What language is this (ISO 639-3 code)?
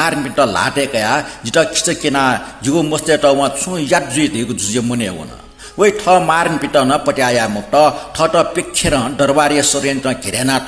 new